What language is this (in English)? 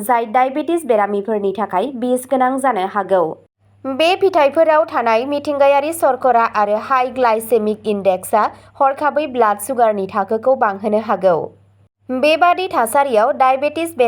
Bodo